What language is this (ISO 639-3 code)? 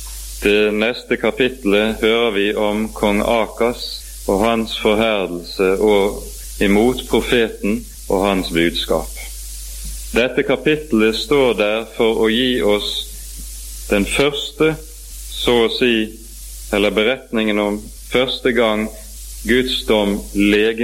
nor